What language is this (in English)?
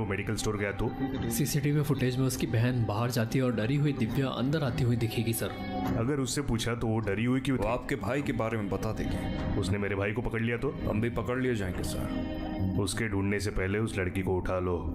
Hindi